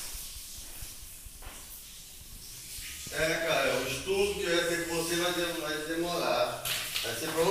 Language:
Portuguese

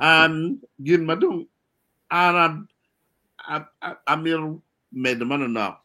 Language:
Acoli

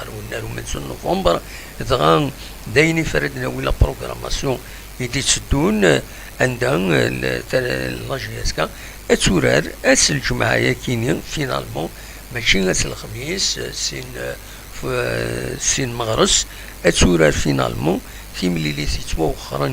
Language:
Kabyle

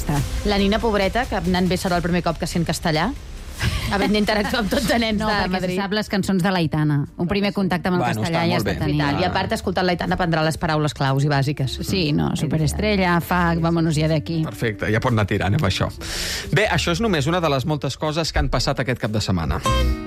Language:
Catalan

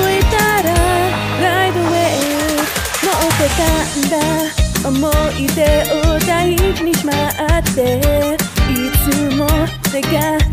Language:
Japanese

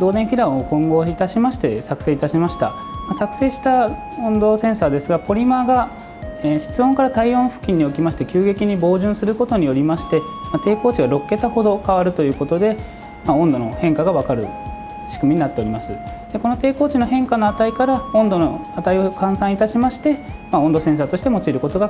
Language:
Japanese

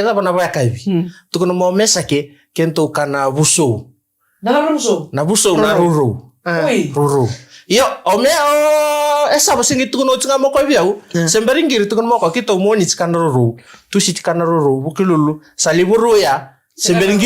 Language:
Fijian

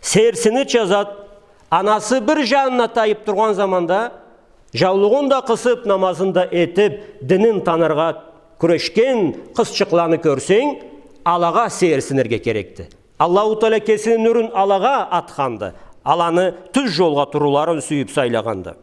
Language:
Karachay-Balkar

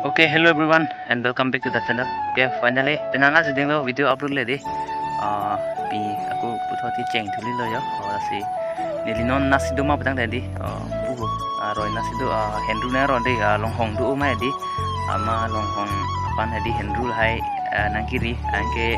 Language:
Karbi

